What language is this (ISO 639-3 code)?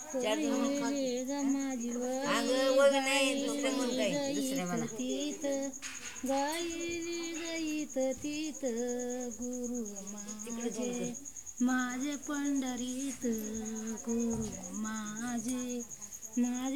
mar